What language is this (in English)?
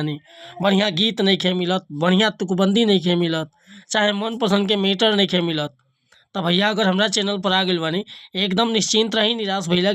Bhojpuri